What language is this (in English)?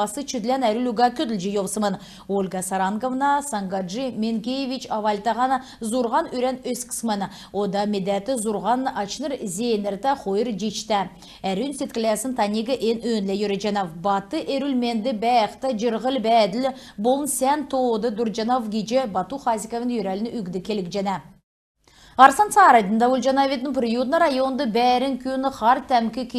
Kalmyk